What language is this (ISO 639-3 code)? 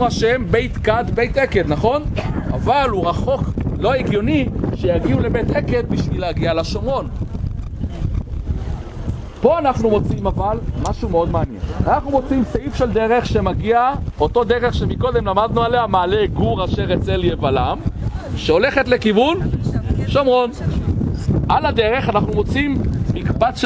heb